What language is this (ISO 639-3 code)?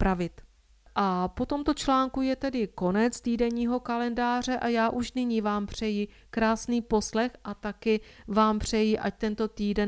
ces